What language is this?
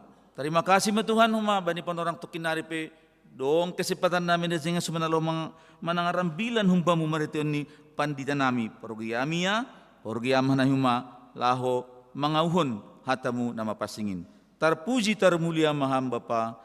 Batak Simalungun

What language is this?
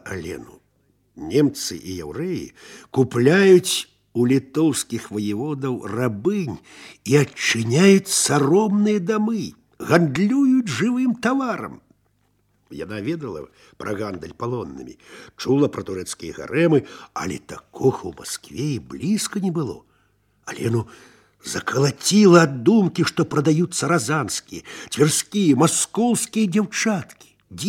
Belarusian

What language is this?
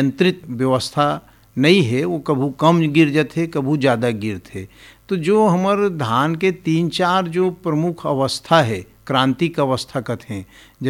Hindi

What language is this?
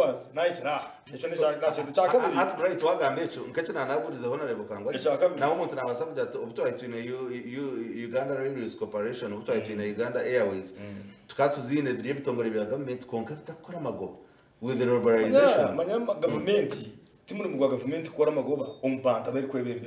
Nyankole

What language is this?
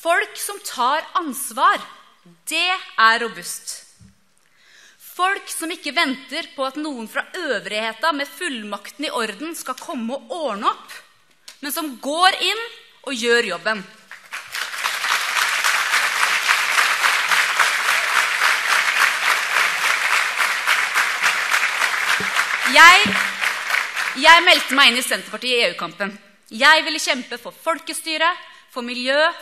Norwegian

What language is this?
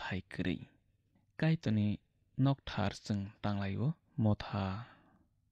Kok Borok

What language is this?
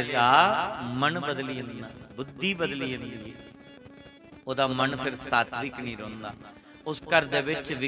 Dogri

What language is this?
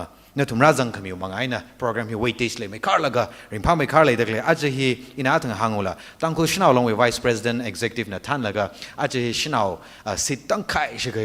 Tangkhul Naga (India)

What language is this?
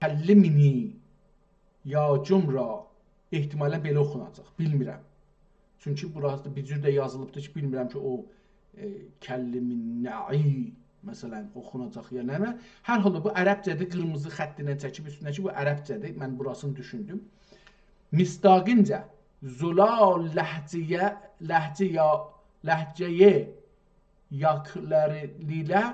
South Azerbaijani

